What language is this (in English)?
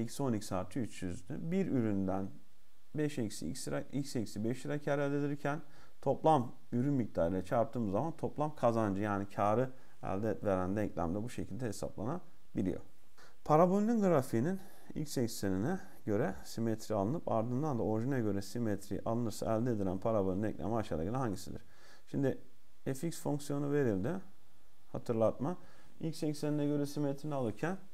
Turkish